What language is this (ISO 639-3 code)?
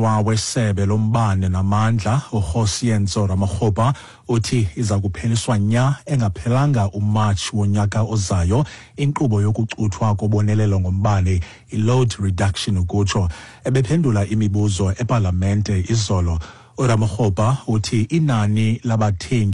xho